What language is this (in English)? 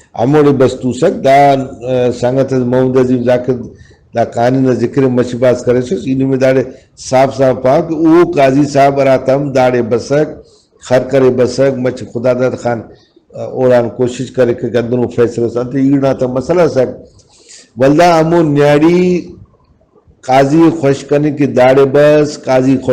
Brahui